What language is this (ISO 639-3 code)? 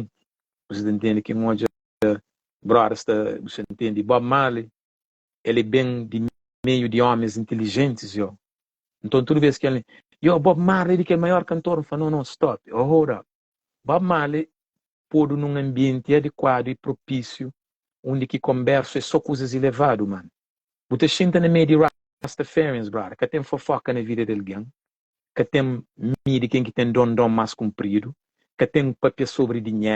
kea